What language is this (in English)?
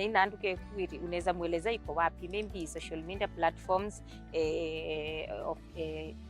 Meru